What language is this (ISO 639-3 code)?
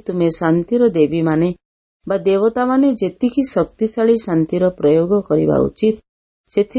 ori